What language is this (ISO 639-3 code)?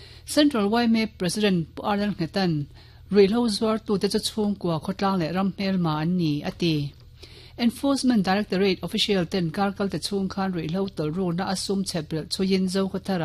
lus